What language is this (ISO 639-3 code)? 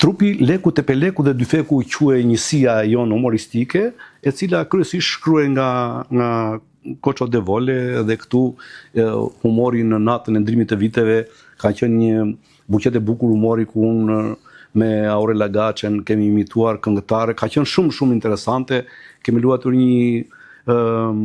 sqi